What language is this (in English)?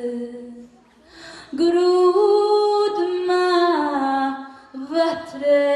Croatian